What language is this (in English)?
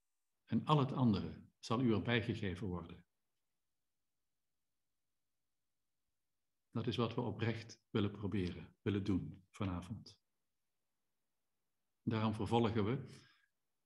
Dutch